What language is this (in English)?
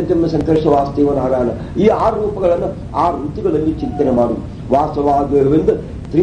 Kannada